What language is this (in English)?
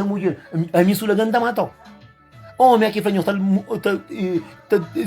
Kabuverdianu